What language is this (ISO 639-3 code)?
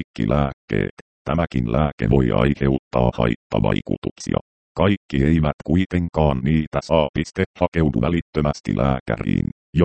fin